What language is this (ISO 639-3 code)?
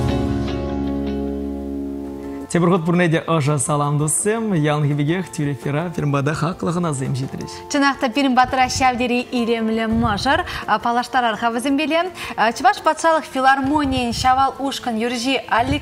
chv